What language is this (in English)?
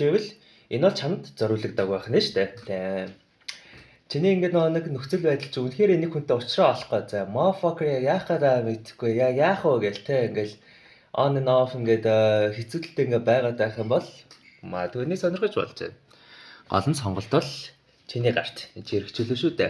Mongolian